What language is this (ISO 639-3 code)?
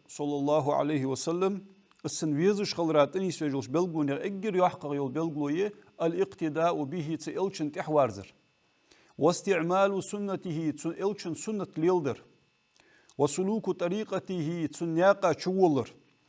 inh